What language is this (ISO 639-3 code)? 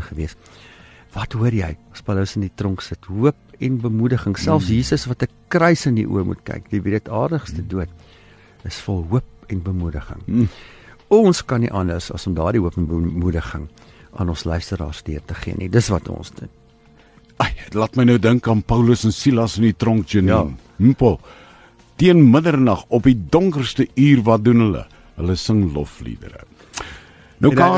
afr